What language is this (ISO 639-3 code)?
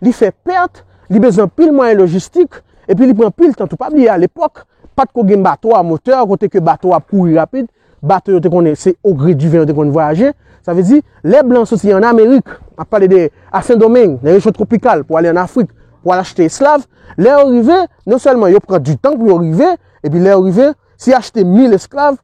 hat